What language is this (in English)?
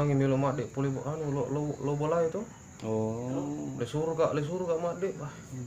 Buginese